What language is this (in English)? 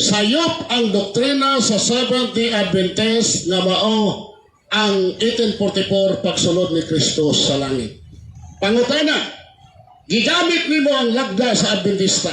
Cebuano